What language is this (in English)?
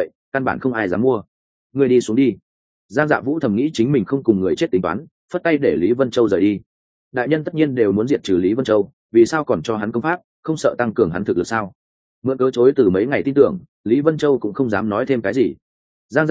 Vietnamese